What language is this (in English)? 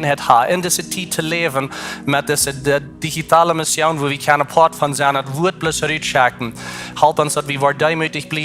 Plautdietsch